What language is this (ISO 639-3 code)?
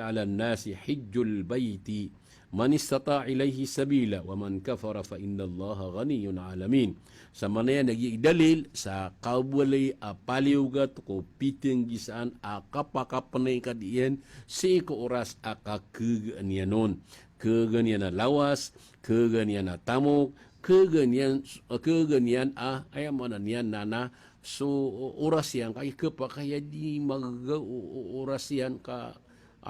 mrw